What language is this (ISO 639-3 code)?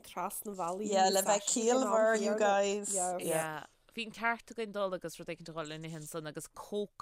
gle